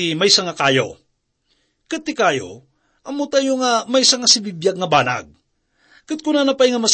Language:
Iloko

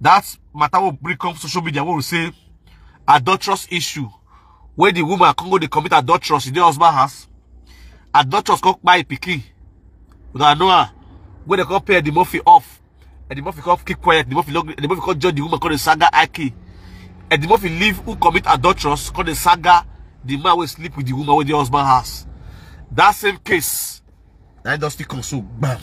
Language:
Nigerian Pidgin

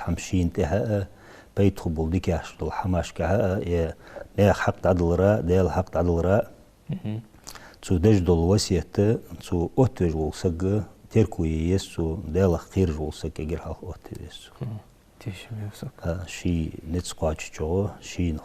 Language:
Ingush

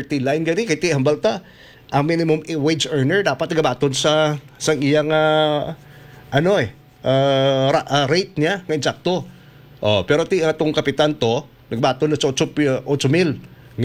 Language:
Hiligaynon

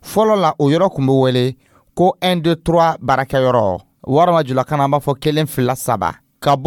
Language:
Dyula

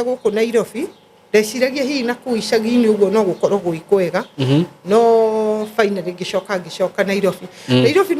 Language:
Kikuyu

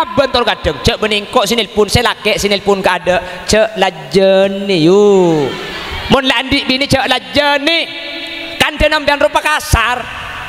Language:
Madurese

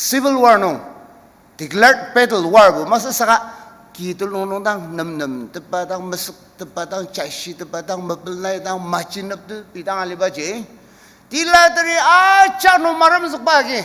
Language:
Ao Naga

